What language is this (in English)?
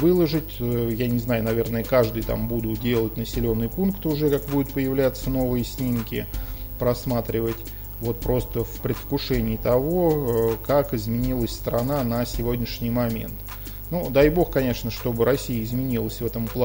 Russian